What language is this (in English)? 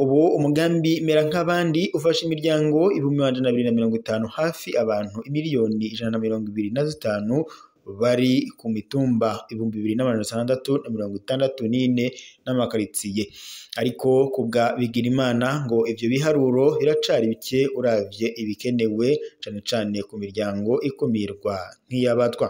Rundi